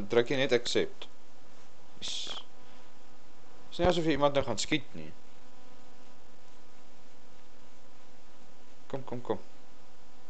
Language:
Afrikaans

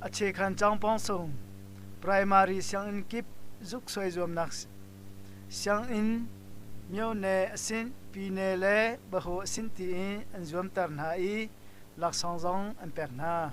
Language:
Hakha Chin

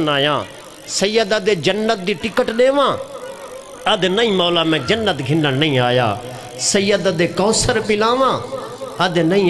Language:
Saraiki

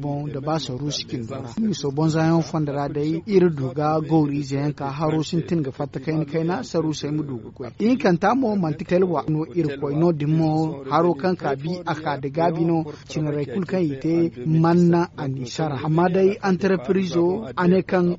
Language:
Zarma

